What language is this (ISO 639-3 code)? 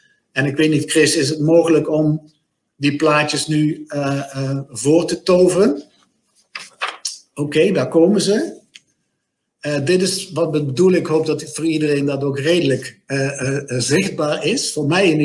nld